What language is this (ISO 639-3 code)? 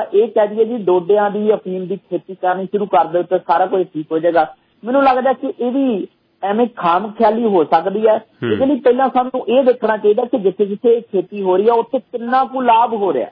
pan